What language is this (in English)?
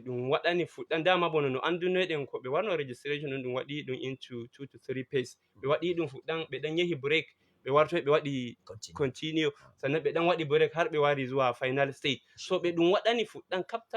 Fula